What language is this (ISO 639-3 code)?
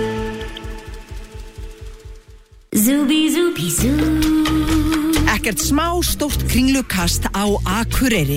isl